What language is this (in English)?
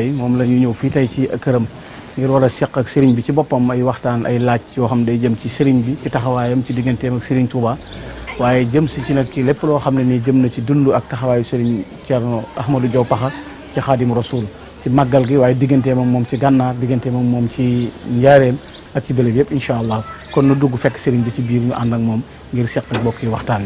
Wolof